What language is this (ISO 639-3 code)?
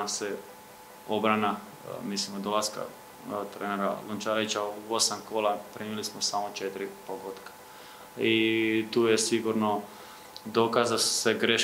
hrv